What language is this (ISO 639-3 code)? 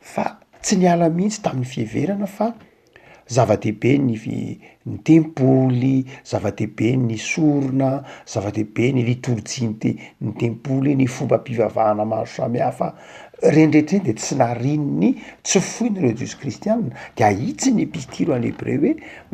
mlg